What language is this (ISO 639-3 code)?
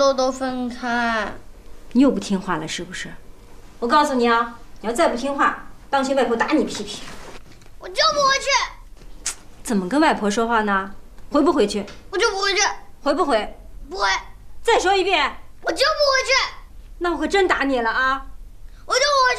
zho